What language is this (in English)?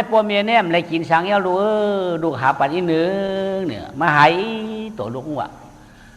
Shan